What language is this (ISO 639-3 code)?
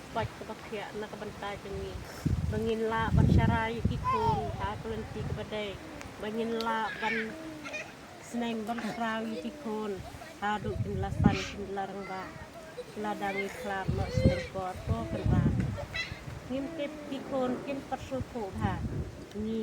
kha